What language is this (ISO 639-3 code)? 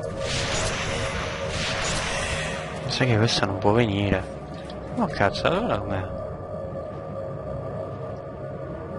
ita